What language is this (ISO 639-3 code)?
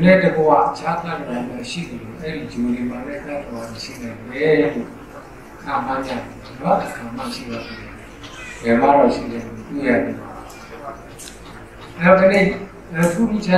mya